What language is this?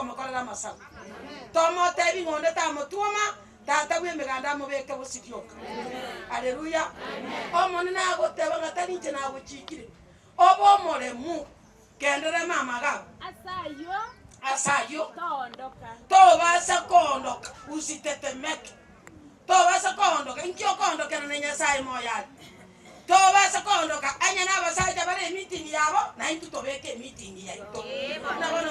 Gusii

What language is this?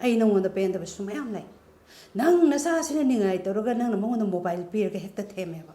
Manipuri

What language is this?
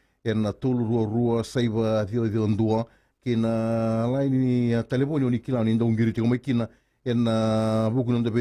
Fijian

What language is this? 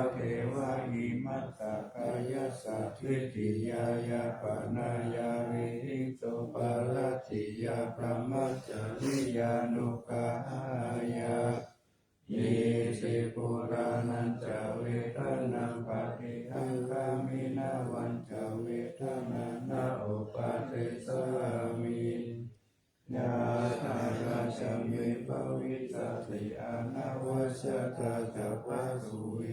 Pali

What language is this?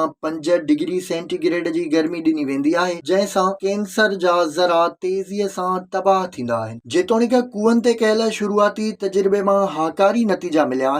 Sindhi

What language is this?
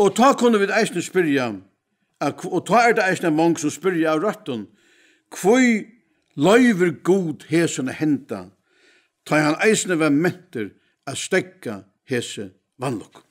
Faroese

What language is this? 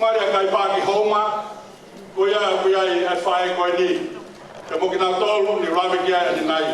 Tongan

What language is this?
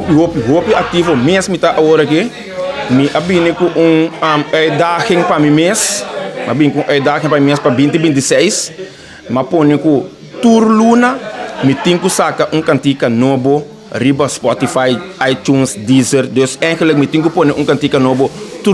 Papiamento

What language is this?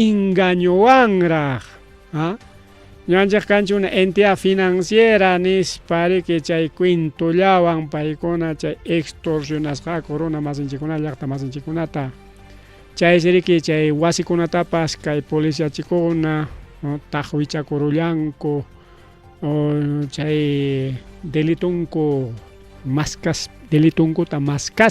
Ayacucho Quechua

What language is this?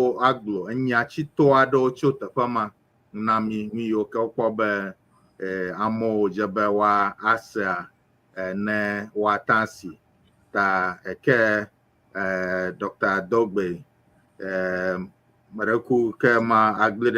Ewe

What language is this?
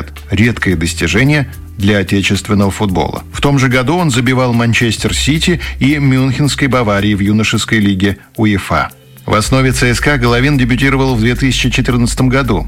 Russian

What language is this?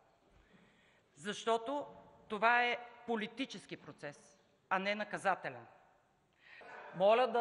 Bulgarian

